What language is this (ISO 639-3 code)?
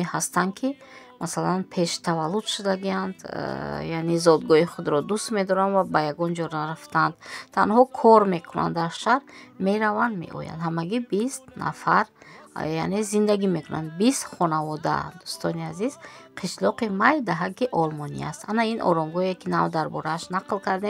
tgk